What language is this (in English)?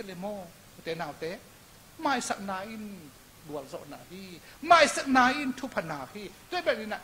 Tedim Chin